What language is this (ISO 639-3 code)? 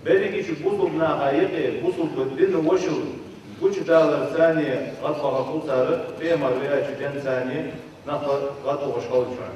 inh